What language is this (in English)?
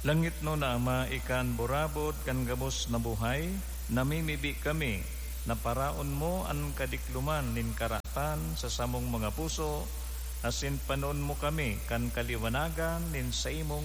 Bikol